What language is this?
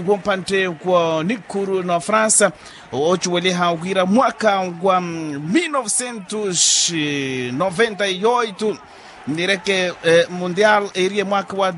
Makhuwa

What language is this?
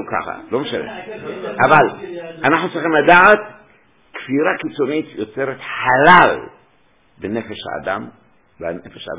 Hebrew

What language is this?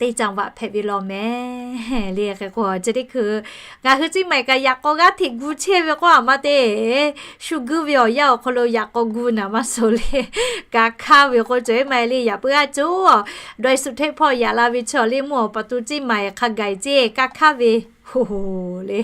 Lahu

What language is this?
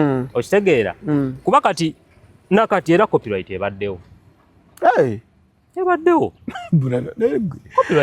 Ganda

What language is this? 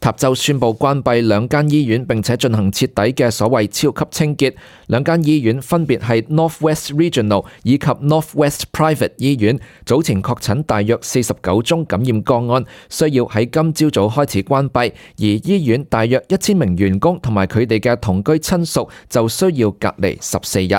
Cantonese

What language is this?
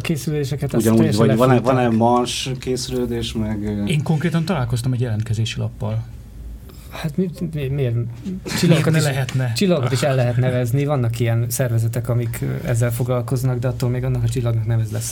Hungarian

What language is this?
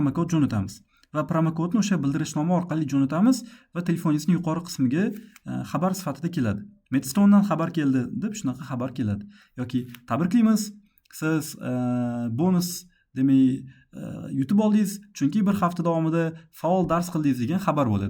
Uzbek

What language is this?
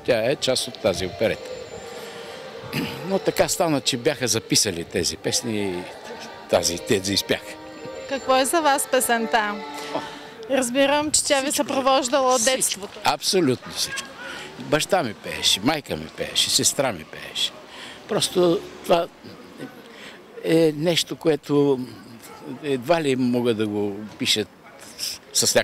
Bulgarian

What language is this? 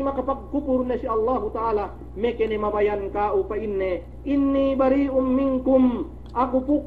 Yakan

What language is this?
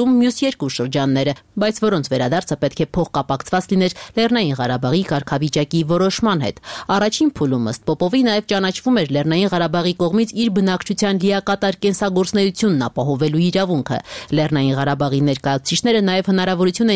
Armenian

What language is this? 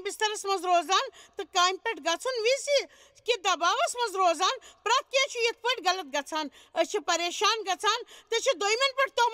Kashmiri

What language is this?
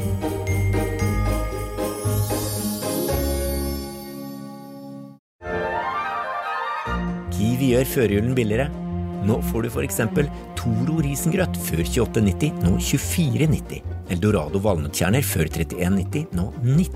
Norwegian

